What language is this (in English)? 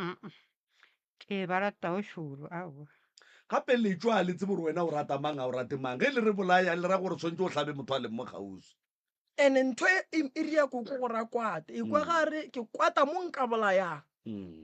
Northern Sotho